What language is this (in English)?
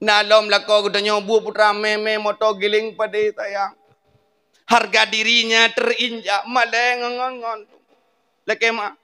Achinese